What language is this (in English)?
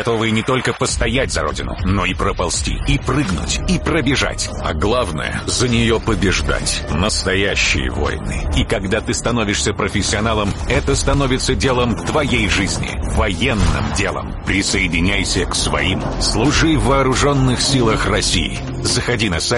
Russian